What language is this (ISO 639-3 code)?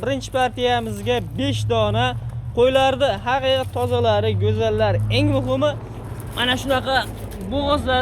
uzb